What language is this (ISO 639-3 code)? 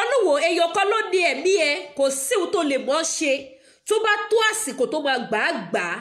yor